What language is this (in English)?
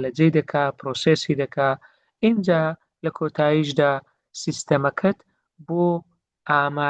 Central Kurdish